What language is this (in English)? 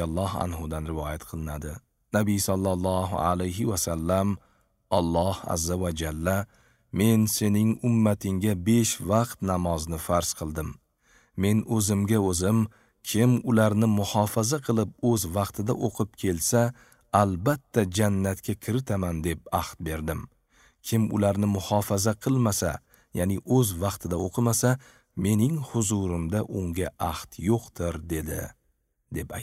Uzbek